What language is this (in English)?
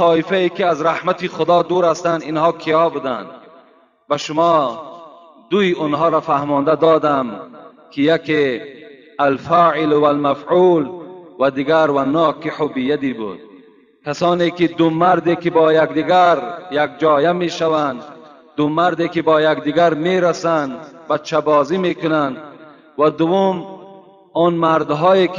Tajik